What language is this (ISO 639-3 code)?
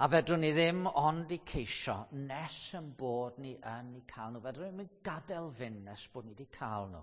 cym